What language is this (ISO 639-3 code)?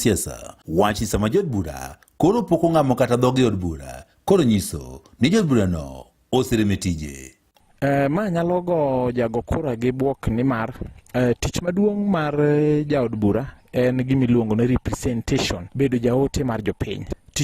luo